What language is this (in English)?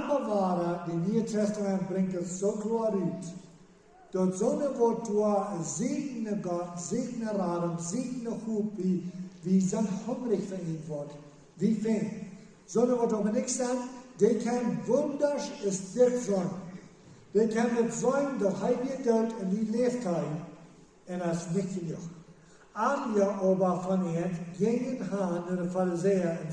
Plautdietsch